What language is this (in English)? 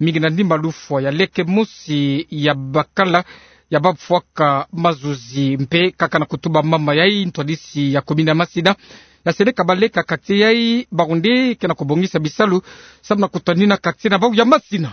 Kituba (Democratic Republic of Congo)